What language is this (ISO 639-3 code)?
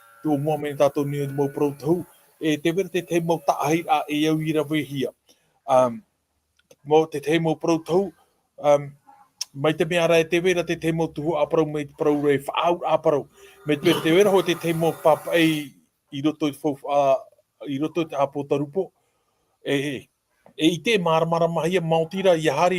tah